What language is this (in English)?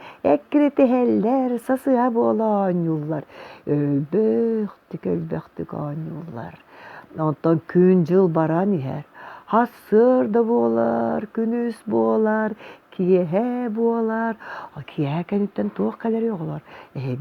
Yakut